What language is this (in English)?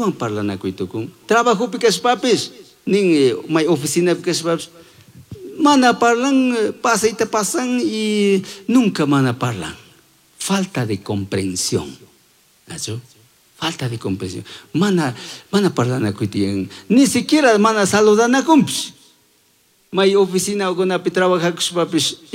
Chimborazo Highland Quichua